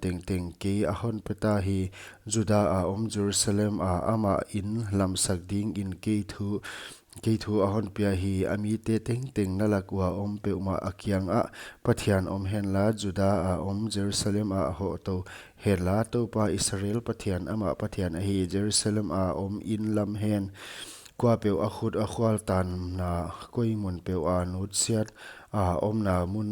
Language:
Paite Chin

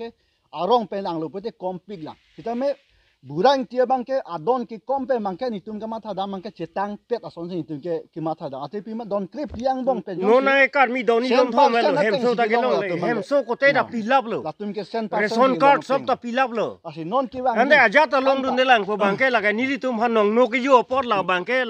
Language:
Karbi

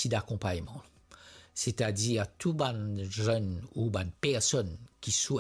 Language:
Morisyen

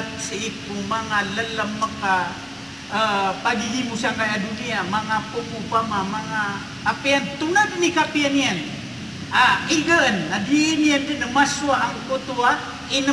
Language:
Maranao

